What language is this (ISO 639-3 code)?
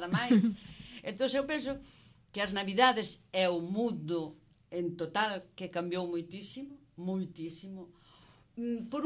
glg